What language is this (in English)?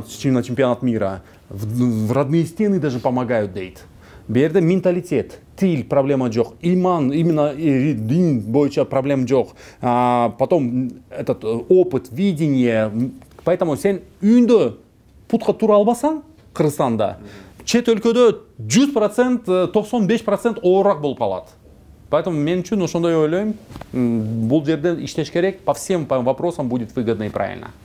Kyrgyz